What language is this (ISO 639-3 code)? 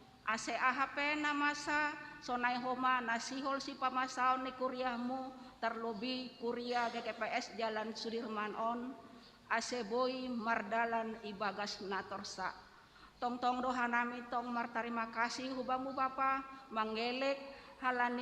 bts